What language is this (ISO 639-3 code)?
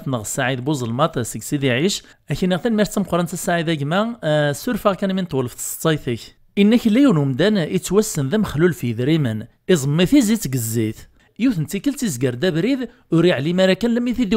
kab